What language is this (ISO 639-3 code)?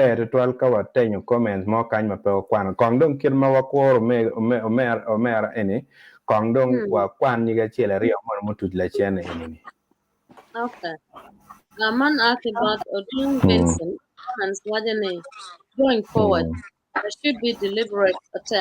ach